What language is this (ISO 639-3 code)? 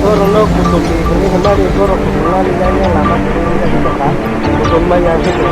trp